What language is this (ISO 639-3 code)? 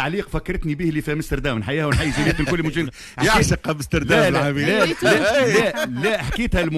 aeb